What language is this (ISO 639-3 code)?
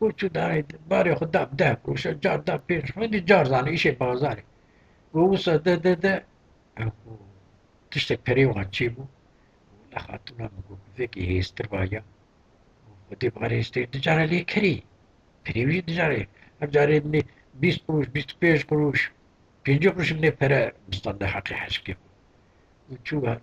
kur